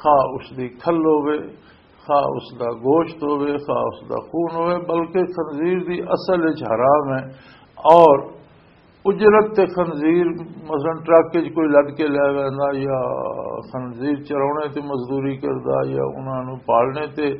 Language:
Western Panjabi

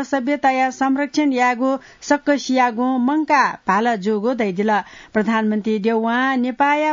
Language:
Newari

